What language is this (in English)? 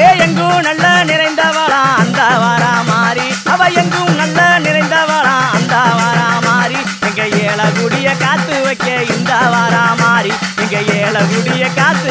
Tamil